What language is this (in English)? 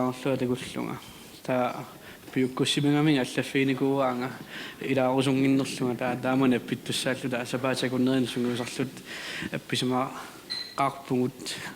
Kalaallisut